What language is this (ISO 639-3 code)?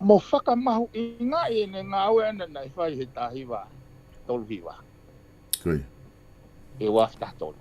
ton